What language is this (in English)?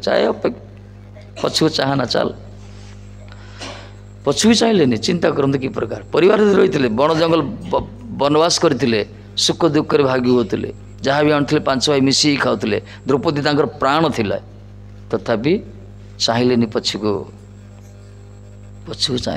Odia